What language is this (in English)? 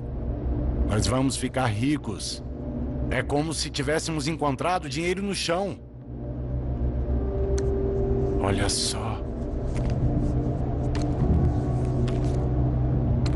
Portuguese